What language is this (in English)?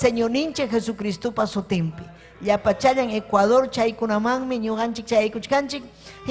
Ayacucho Quechua